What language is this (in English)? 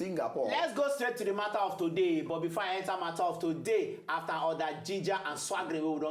Nigerian Pidgin